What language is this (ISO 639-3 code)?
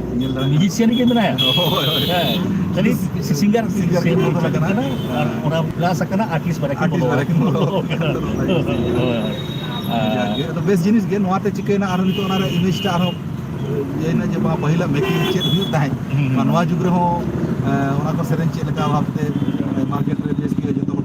sat